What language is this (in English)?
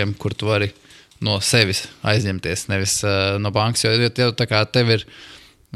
Latvian